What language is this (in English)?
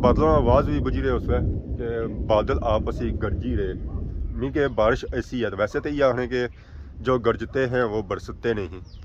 Pahari-Potwari